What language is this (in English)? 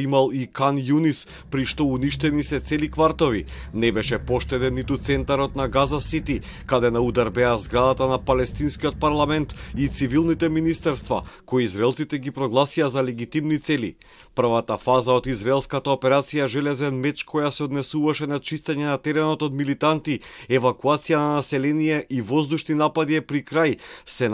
Macedonian